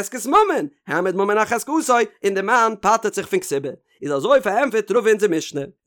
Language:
Yiddish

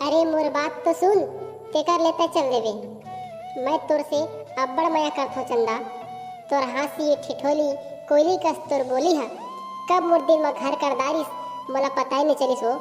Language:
Chhattisgarhi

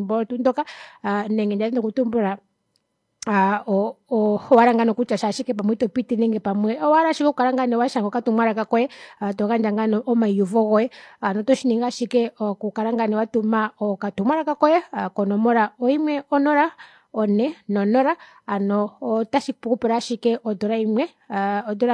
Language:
Kuanyama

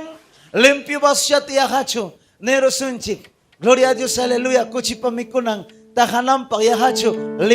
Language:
Ayacucho Quechua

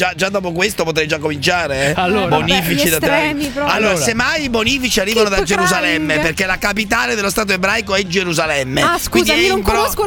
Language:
Italian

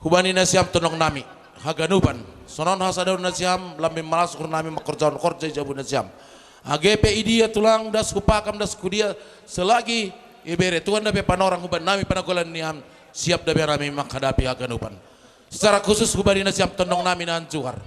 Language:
Batak Simalungun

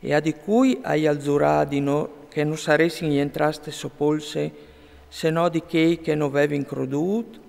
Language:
Friulian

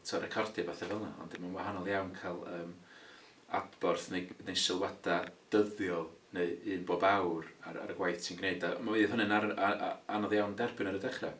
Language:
Welsh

